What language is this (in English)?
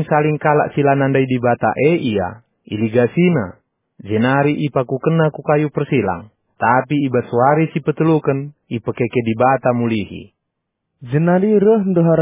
Batak Karo